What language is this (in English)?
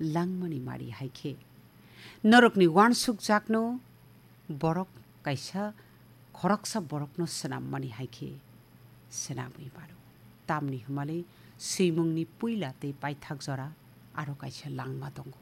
Kok Borok